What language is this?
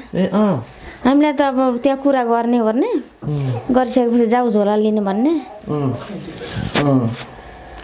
Nepali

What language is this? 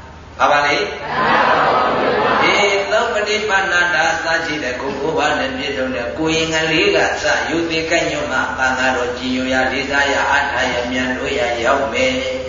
Burmese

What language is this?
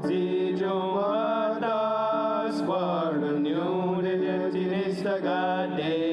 Mohawk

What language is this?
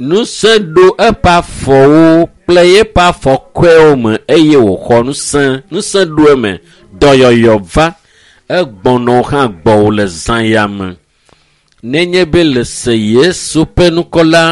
Ewe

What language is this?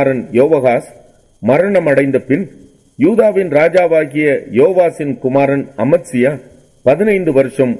Tamil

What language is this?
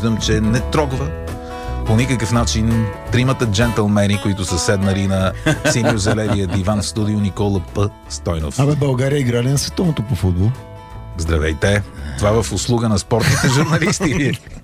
Bulgarian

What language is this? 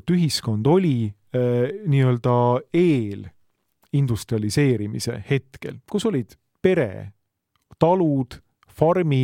Estonian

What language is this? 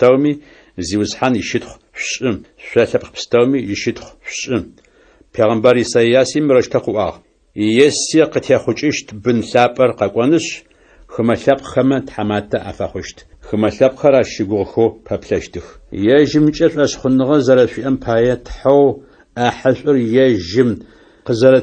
Adyghe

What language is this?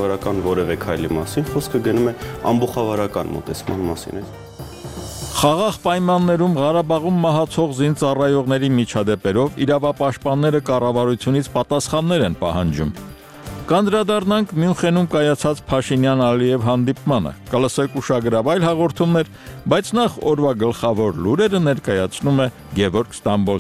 Armenian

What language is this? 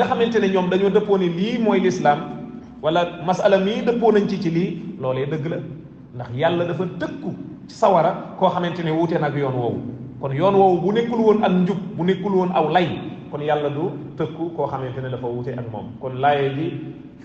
Wolof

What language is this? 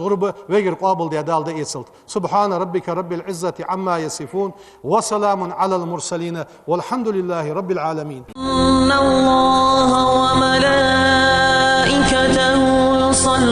Ingush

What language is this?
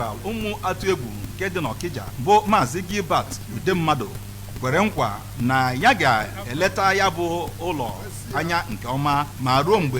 Igbo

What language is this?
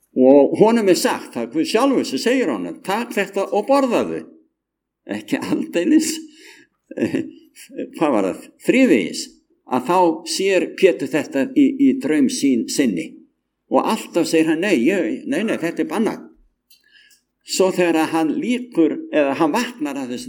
Icelandic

